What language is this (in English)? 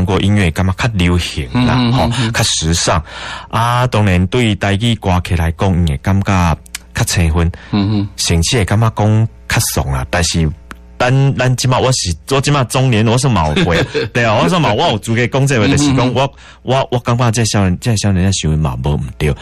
Min Nan Chinese